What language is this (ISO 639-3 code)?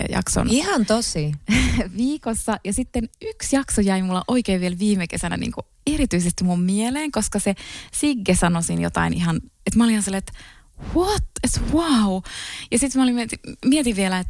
fin